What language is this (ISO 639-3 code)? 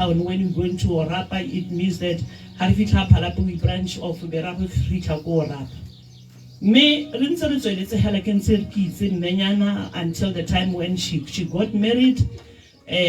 tsn